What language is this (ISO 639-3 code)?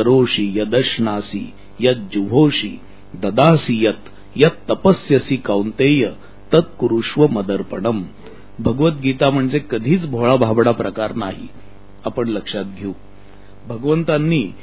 mar